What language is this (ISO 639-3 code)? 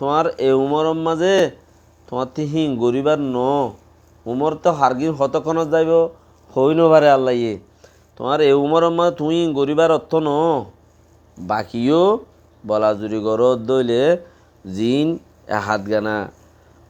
rhg